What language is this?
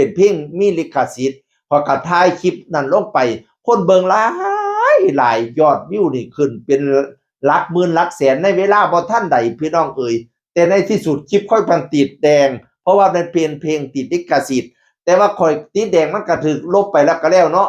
Northeastern Thai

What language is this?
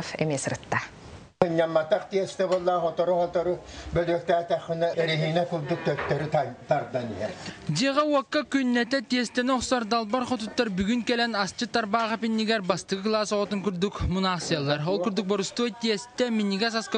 Yakut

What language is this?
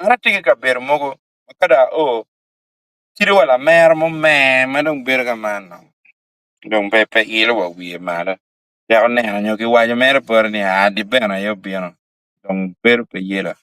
Acoli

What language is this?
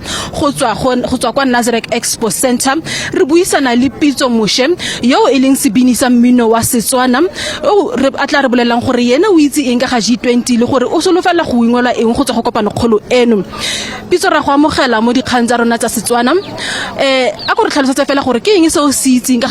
Tswana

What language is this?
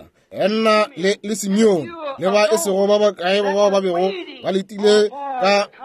Northern Sotho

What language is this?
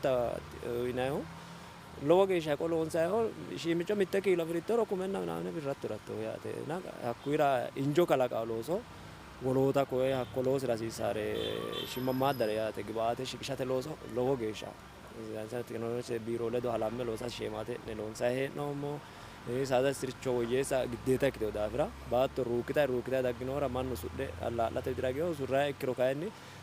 Sidamo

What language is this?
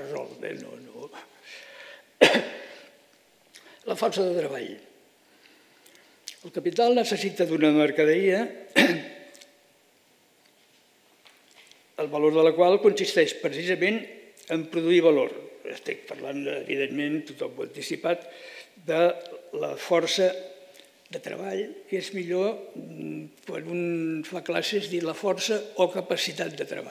Catalan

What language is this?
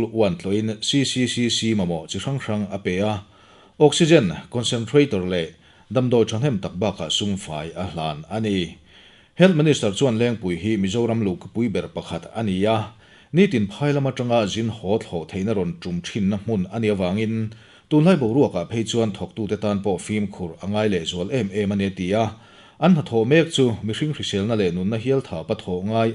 Mizo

